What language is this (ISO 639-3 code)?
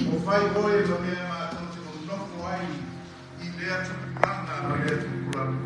smo